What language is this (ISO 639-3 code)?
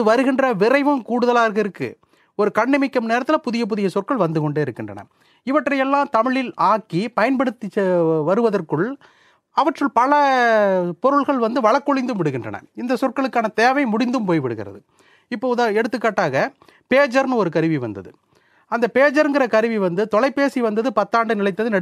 tam